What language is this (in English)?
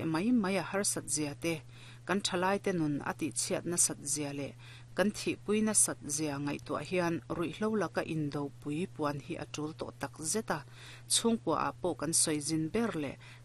Mizo